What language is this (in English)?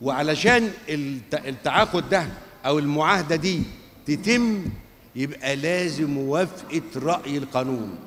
Egyptian Arabic